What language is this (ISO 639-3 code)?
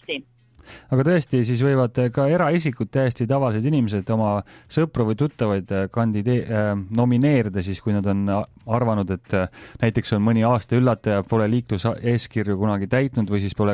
est